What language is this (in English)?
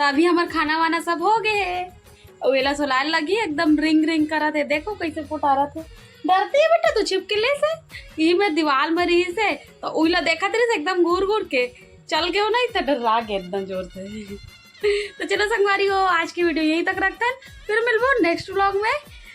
Chhattisgarhi